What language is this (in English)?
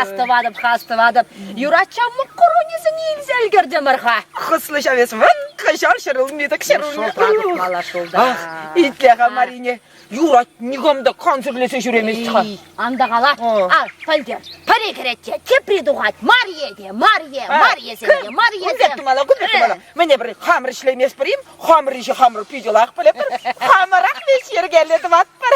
Chuvash